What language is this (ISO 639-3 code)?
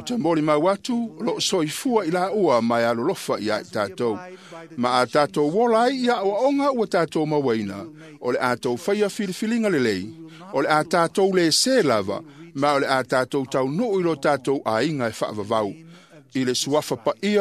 smo